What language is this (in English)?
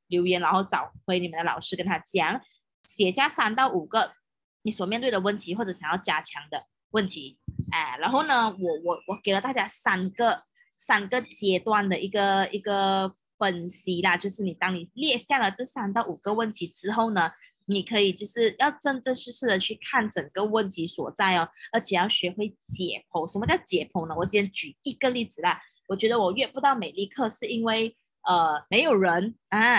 Chinese